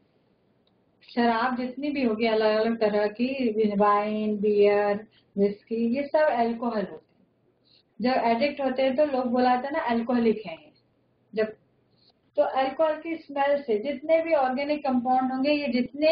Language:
Hindi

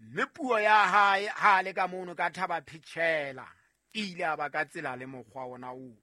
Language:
Southern Sotho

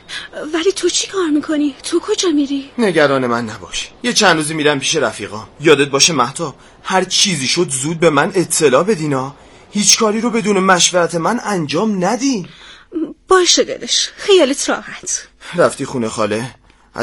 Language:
Persian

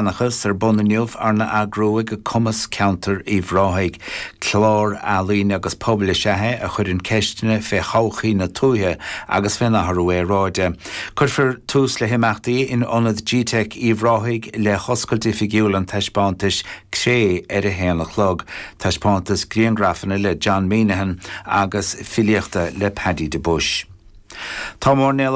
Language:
Irish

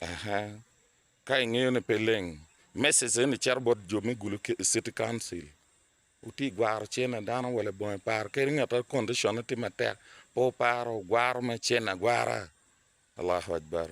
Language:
Acoli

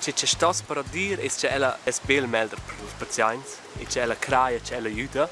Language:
Romansh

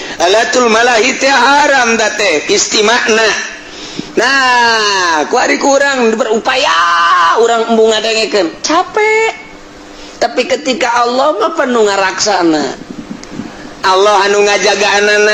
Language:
Sundanese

